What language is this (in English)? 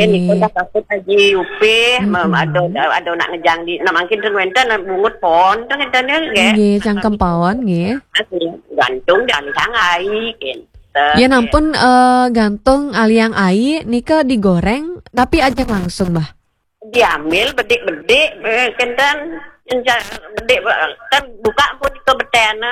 Balinese